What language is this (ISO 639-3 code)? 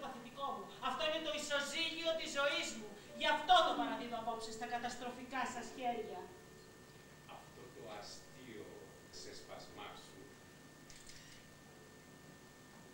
ell